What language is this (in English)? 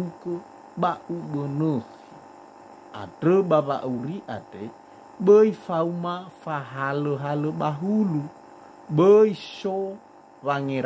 Nias